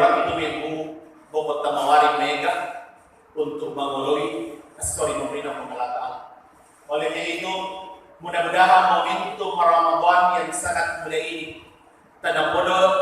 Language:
Buginese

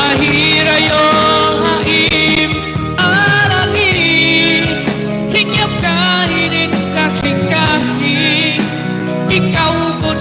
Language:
Waray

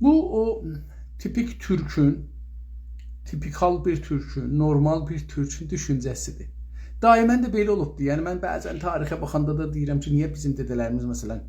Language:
South Azerbaijani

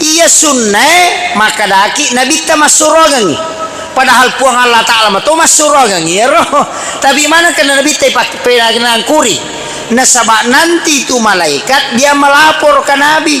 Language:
Buginese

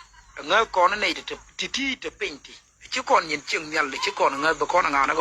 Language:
Nuer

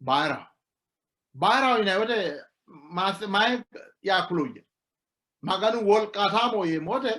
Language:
Sidamo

